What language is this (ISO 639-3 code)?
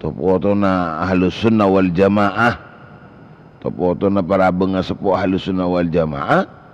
mad